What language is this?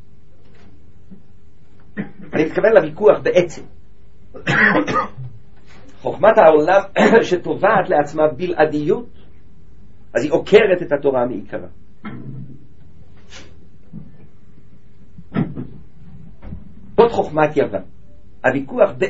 Hebrew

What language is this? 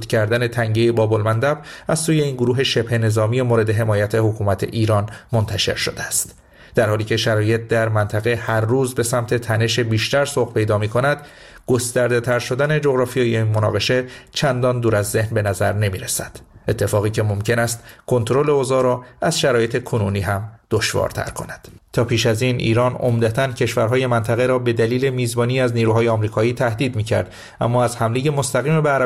Persian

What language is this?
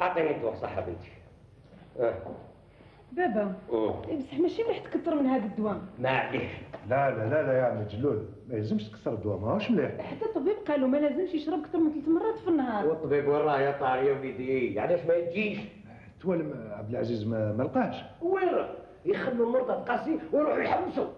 Algerian Arabic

